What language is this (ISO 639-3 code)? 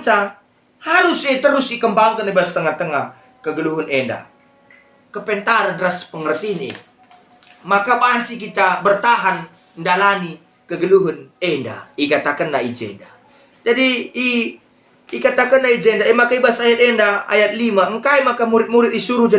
btx